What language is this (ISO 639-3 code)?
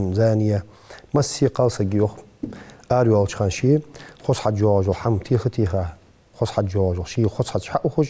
inh